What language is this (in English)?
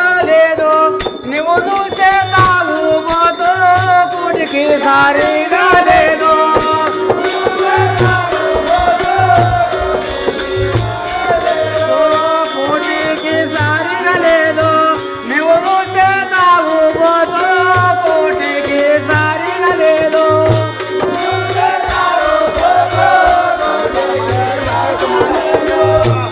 Telugu